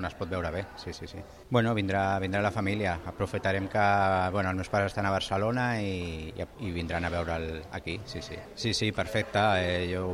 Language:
Catalan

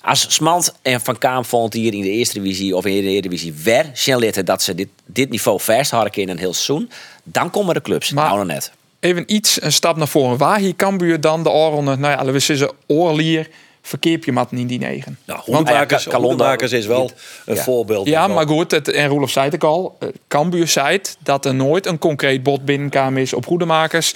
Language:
Western Frisian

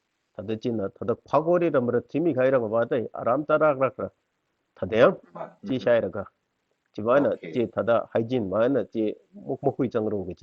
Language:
Tangkhul Naga (India)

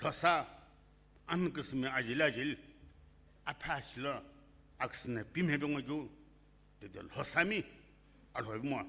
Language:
Sumi Naga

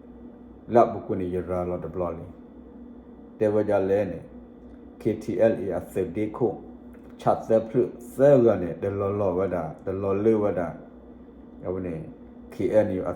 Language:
S'gaw Karen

